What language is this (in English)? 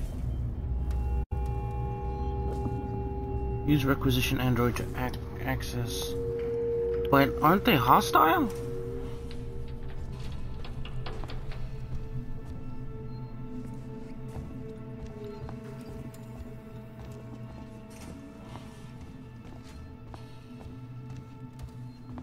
English